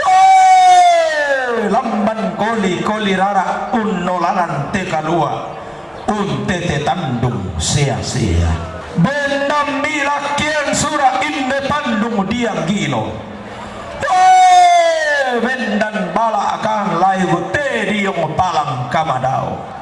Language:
Toraja-Sa'dan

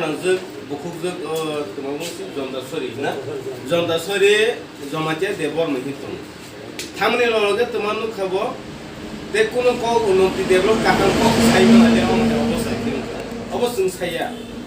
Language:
Kok Borok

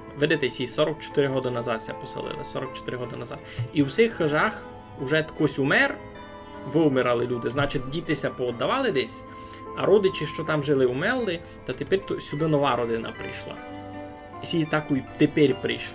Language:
Rusyn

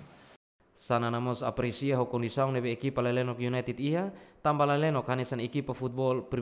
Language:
Tetum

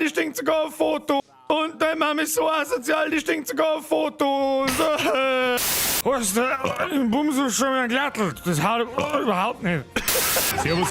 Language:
Bavarian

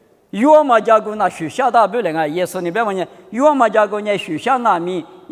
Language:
Lisu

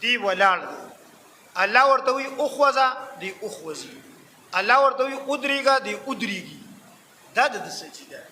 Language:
Pashto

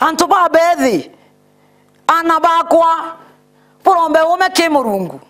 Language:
Meru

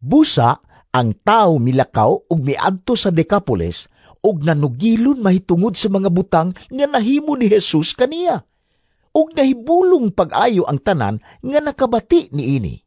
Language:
Cebuano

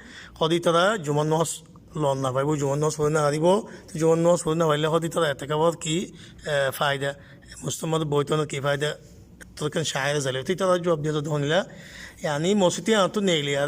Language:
Rohingya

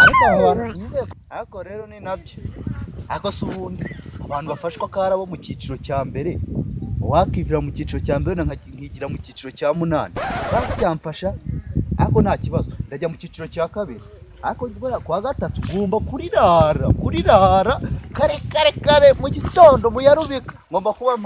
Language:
Kinyarwanda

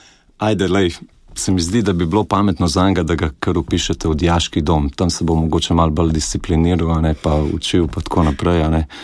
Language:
Slovenian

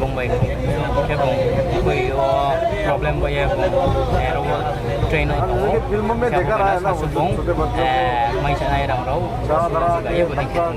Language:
Riang (India)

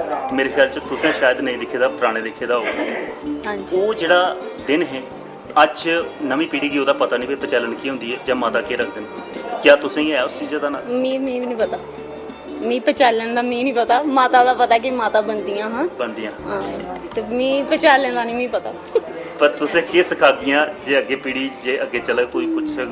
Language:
Dogri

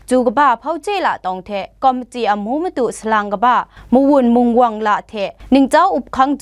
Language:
Kachin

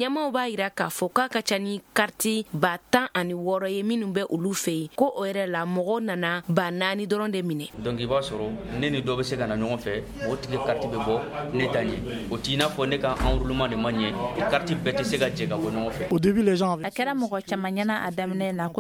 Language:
Bambara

